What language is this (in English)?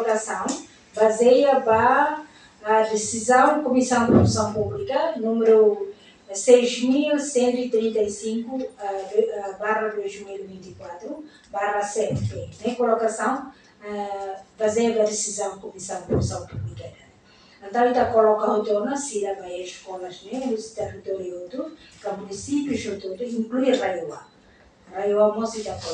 Tetum